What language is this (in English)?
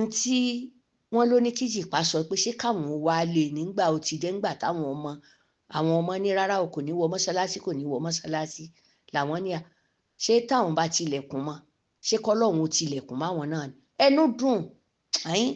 Yoruba